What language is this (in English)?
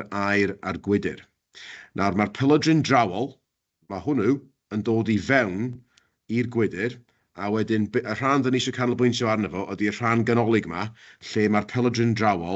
Welsh